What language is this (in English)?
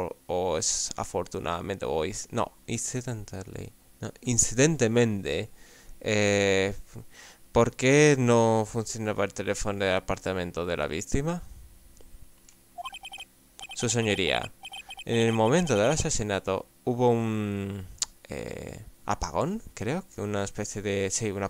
Spanish